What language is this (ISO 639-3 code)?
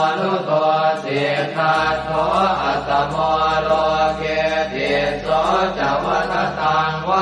pli